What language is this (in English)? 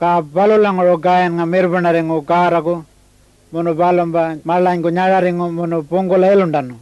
Pitjantjatjara